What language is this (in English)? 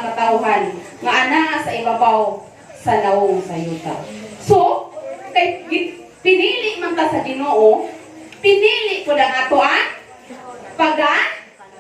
Cebuano